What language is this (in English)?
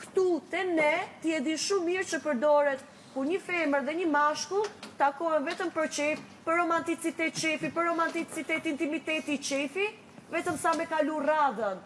Albanian